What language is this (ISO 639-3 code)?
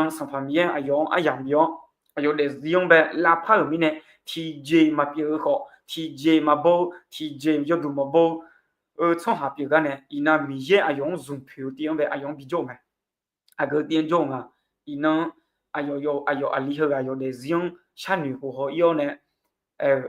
ahk